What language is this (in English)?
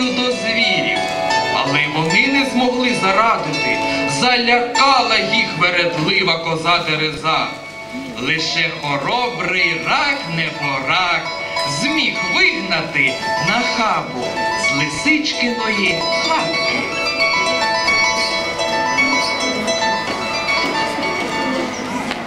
Ukrainian